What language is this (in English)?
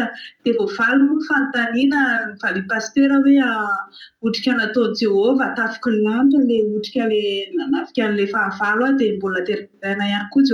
Malagasy